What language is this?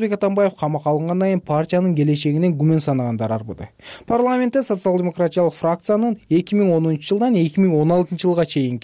Kyrgyz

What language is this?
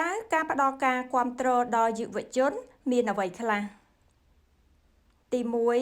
Khmer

